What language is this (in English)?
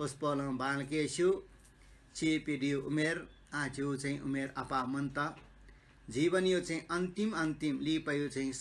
Newari